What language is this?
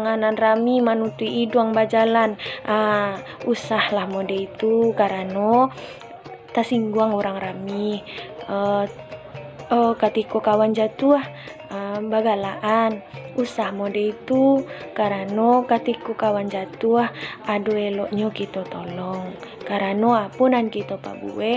Minangkabau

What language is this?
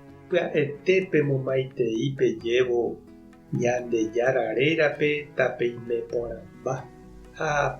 Guarani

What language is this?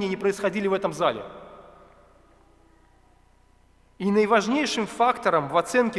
Russian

